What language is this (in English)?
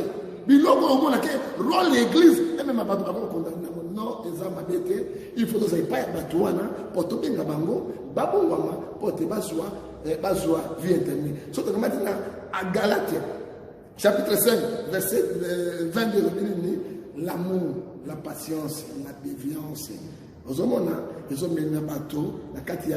Lingala